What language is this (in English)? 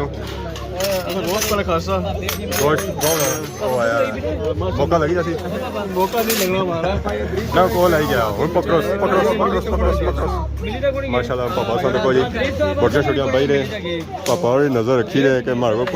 Pahari-Potwari